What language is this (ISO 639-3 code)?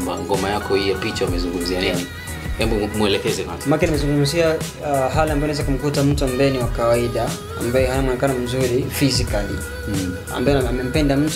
swa